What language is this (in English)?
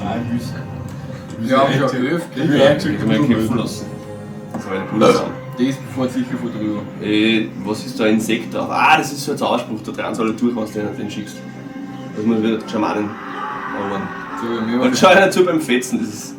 Bavarian